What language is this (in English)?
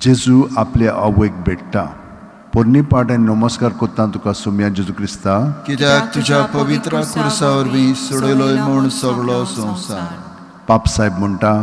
Konkani